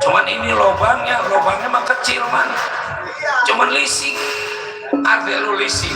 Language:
Betawi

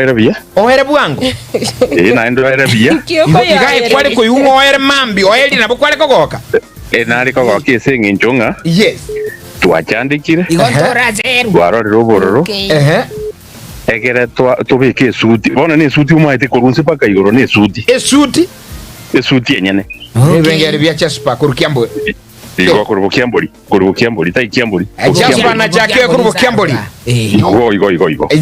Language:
Gusii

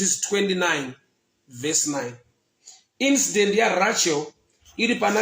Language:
Shona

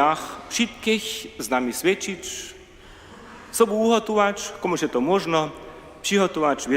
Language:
Upper Sorbian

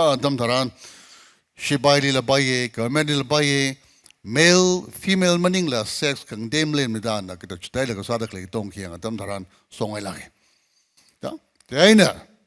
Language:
Tangkhul Naga (India)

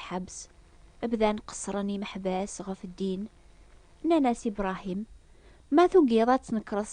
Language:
Kabyle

